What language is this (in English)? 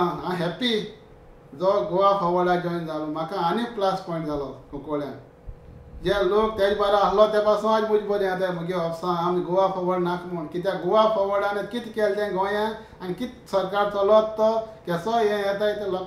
Konkani